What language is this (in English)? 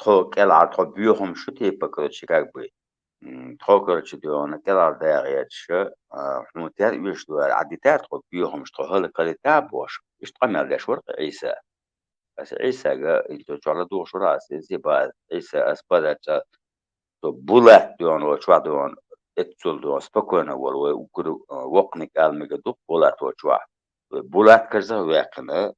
Chechen